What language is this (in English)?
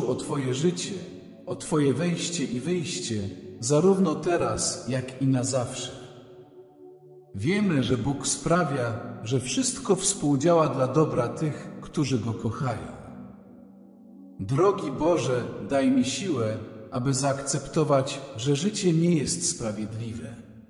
Polish